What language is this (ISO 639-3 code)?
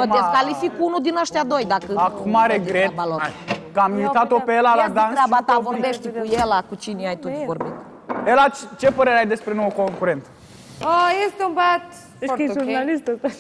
ron